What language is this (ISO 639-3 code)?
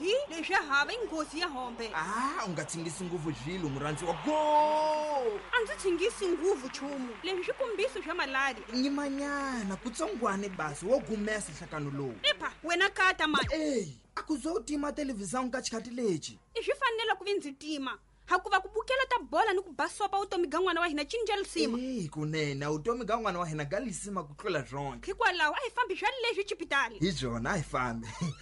tso